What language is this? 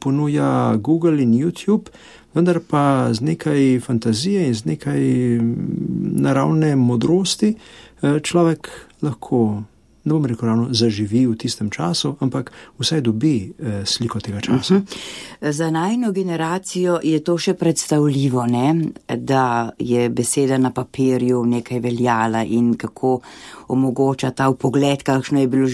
Slovenian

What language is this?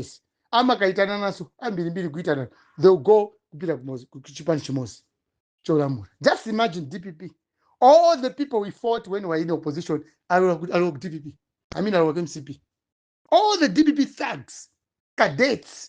Nyanja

